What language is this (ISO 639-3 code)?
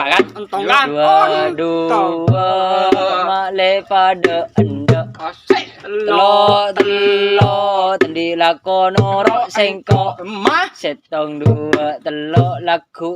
mad